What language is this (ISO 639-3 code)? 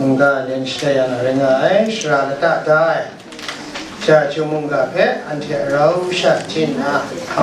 kac